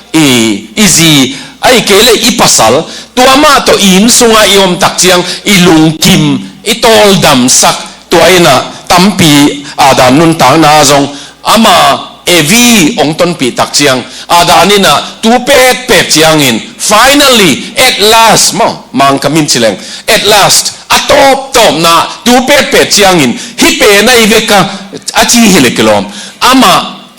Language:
Tedim Chin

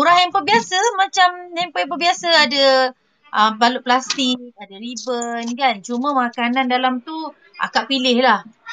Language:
Malay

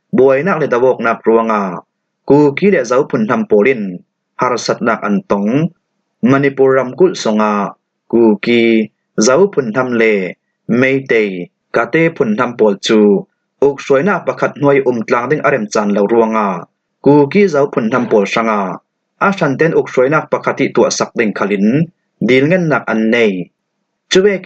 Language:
Falam Chin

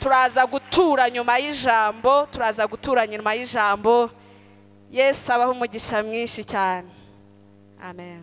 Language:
Kinyarwanda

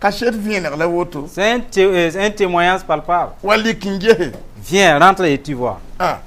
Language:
Mossi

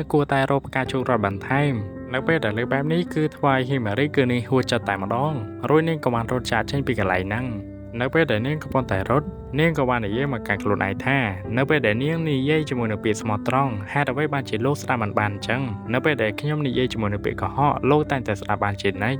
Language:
Khmer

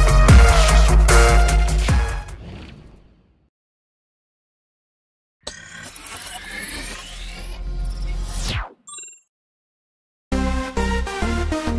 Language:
Tamil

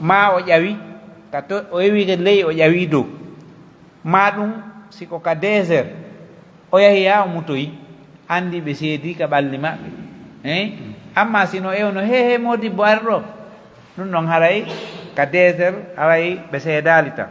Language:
Pular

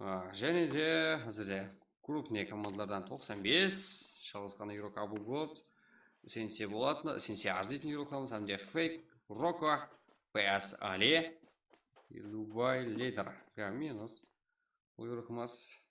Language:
Kara-Kalpak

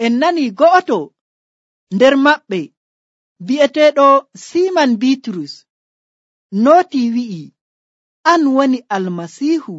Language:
Nigerian Fulfulde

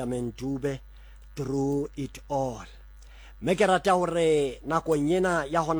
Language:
Southern Sotho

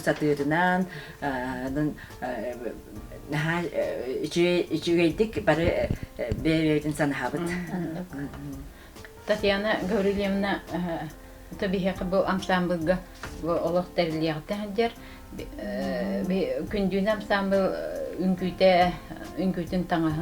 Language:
Yakut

